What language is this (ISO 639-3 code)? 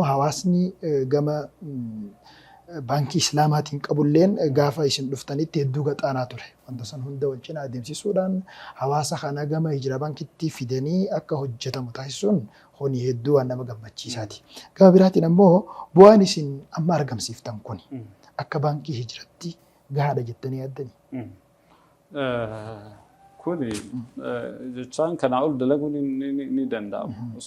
orm